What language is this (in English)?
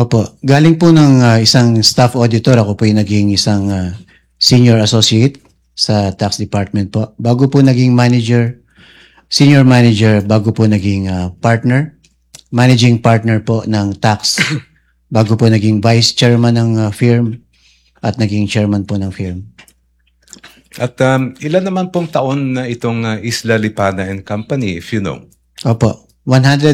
Filipino